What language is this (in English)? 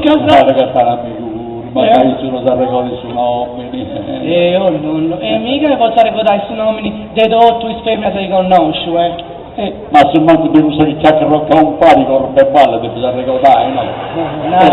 Sardinian